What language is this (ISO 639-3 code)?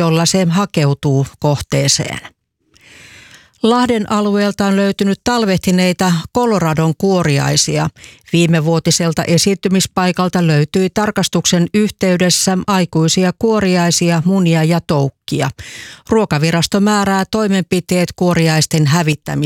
fin